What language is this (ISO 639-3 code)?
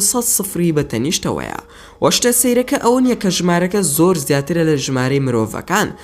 ckb